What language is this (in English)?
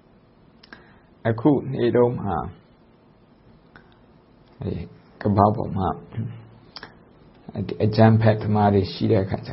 Burmese